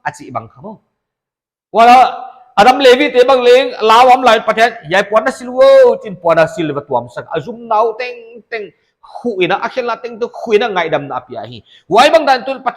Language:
Paite Chin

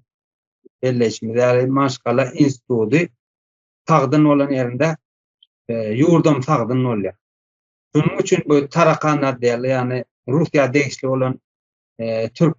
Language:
Turkmen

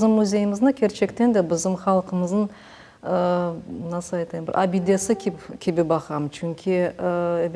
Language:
Crimean Tatar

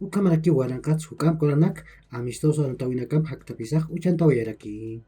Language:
Aymara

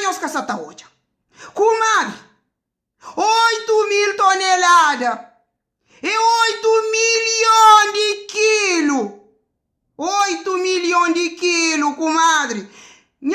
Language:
Kabuverdianu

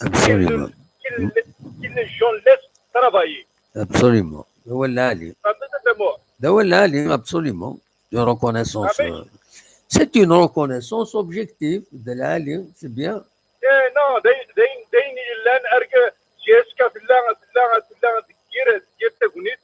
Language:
Kabyle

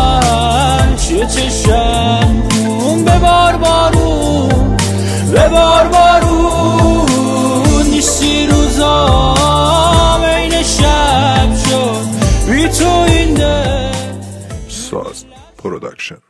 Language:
Persian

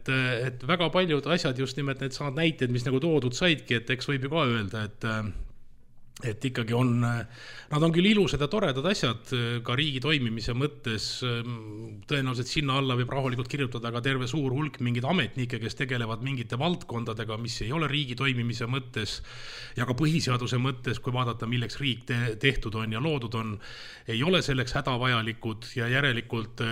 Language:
Estonian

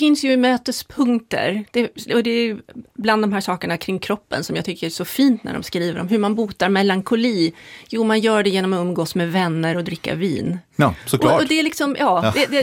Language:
Swedish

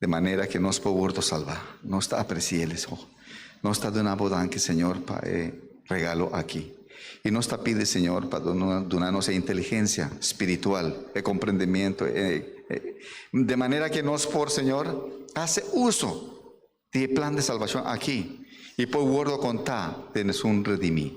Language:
Papiamento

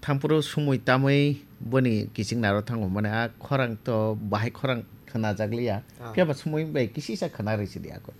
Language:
Kok Borok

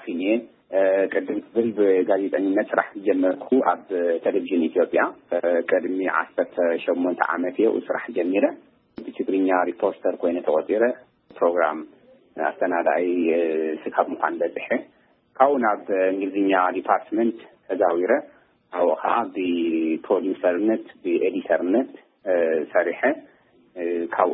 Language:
Tigrinya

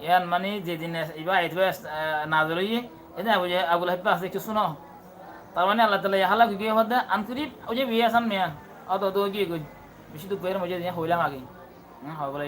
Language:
Rohingya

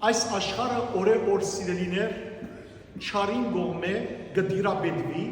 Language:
Western Armenian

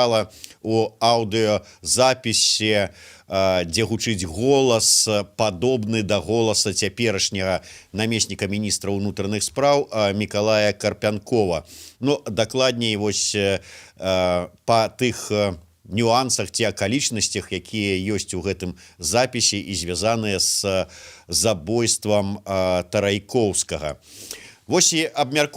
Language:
Belarusian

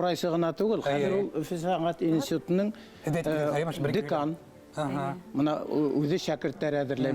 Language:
Bashkir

